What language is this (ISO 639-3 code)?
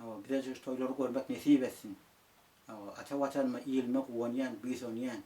tuk